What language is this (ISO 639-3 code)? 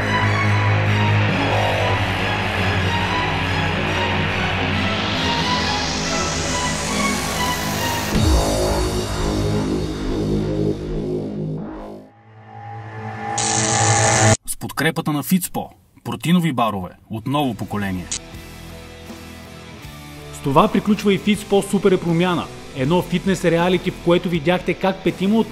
bul